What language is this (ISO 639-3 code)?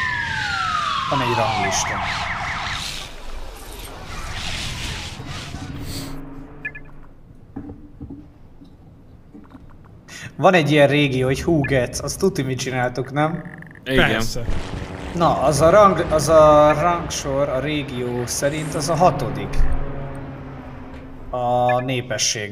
hun